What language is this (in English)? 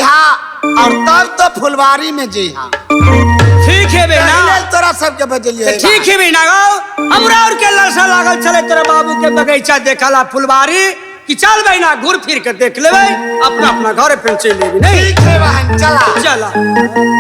Maithili